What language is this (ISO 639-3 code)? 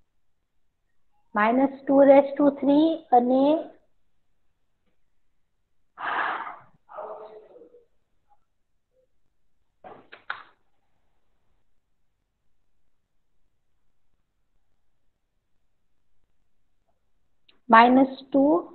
guj